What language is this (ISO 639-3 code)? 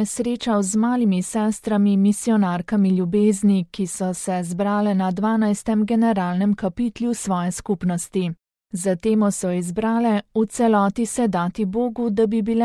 slv